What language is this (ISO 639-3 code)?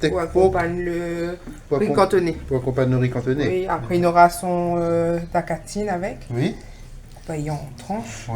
rcf